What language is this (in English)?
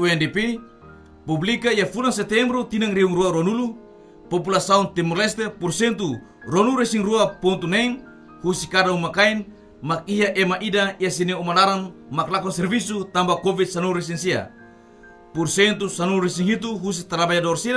Tetum